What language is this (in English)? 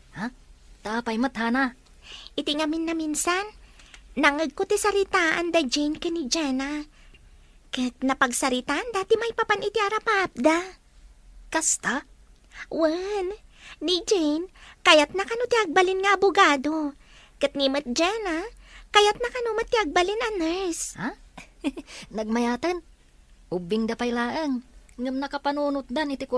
Iloko